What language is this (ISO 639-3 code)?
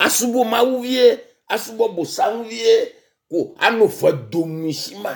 ewe